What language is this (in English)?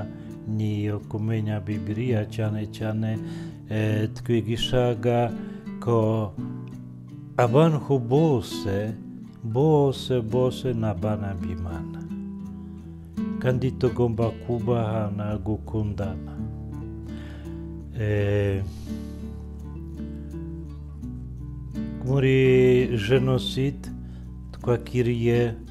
Kinyarwanda